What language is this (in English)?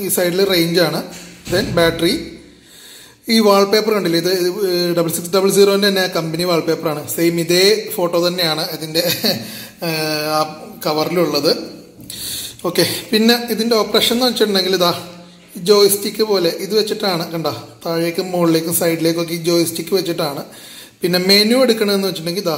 Malayalam